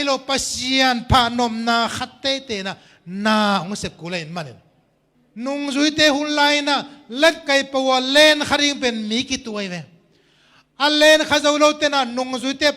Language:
Tedim Chin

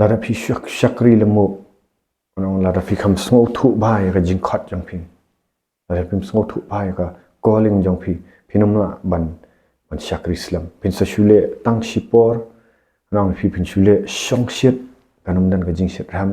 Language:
Khasi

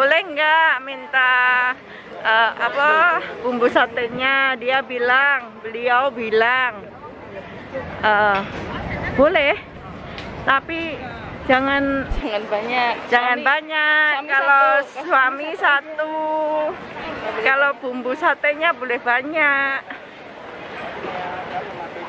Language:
Indonesian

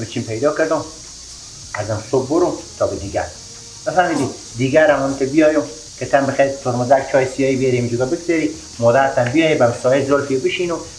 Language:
Persian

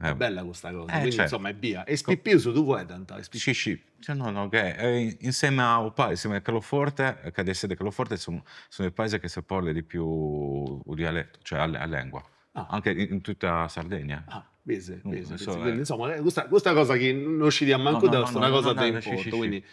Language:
Sardinian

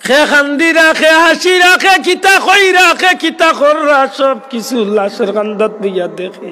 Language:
Sylheti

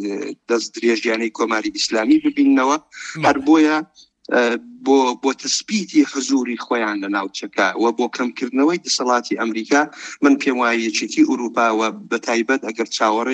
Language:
Central Kurdish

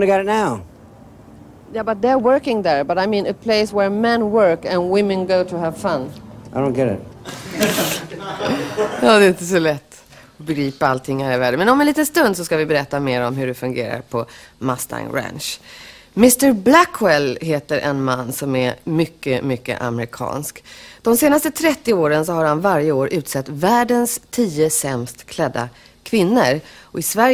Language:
Swedish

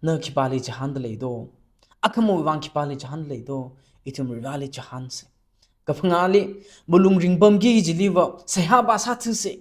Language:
Tangkhul Naga (India)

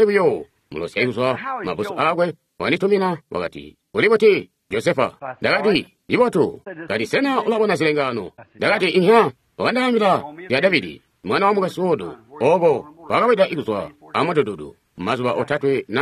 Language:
Tonga (Zambia)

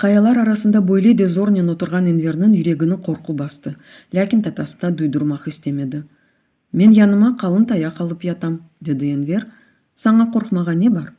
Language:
Crimean Tatar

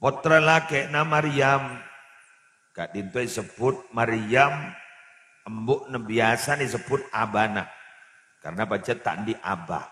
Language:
Madurese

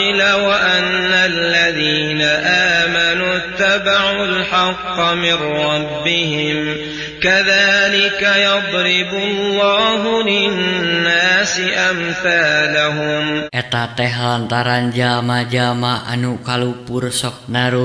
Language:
Sundanese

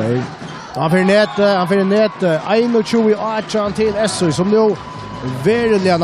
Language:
Faroese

